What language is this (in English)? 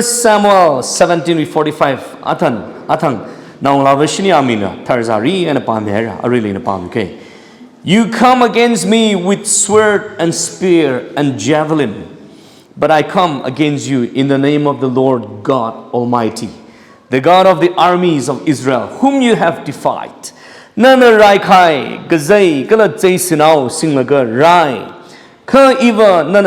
Tangkhul Naga (India)